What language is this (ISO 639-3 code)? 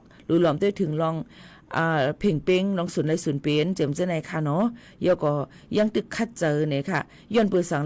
shn